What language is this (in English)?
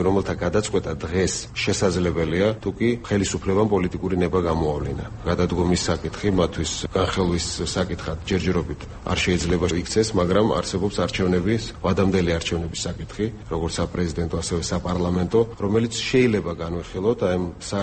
Georgian